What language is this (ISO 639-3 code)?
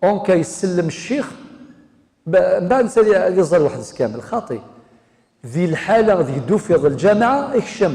kab